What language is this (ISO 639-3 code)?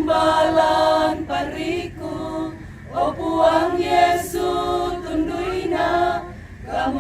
sda